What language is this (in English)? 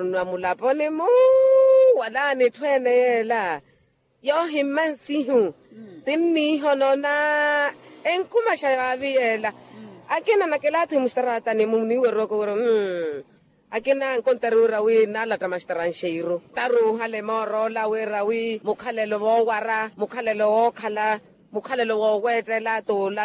Makhuwa